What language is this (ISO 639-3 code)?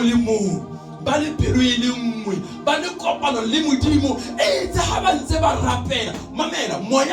sot